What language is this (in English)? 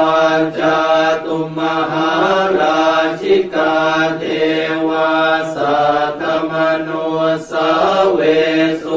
Pali